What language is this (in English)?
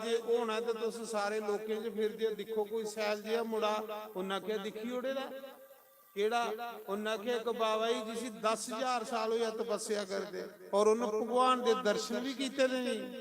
Dogri